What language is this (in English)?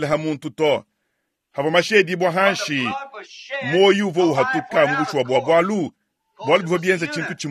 Luba-Lulua